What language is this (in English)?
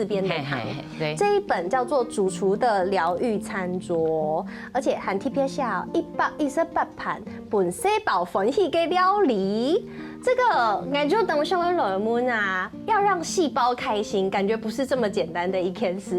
Hakka Chinese